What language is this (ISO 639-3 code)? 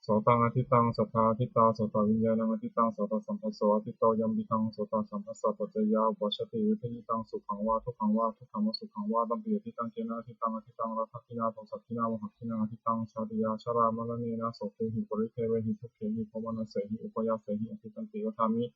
pli